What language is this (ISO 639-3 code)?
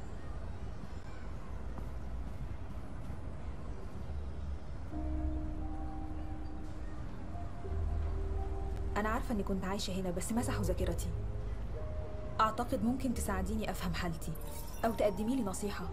arz